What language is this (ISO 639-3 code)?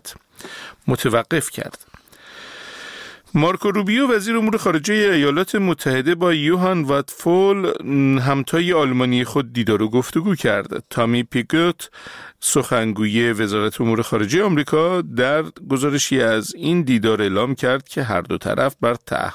fas